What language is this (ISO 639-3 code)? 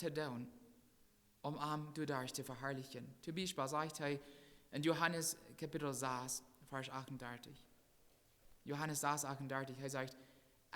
pdt